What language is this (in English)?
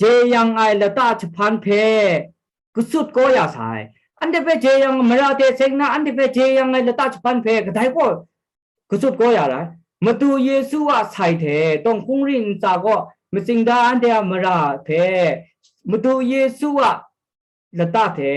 Kachin